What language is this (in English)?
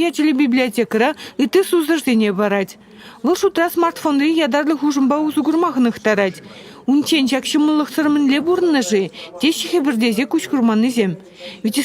Chuvash